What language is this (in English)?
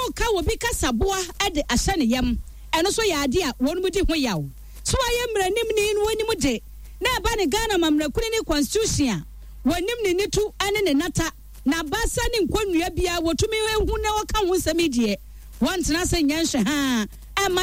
Akan